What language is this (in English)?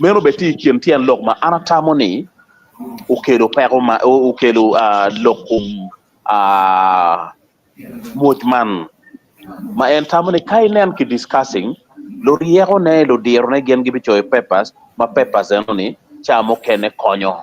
Acoli